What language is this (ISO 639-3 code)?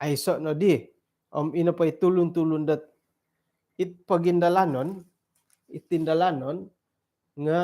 dtp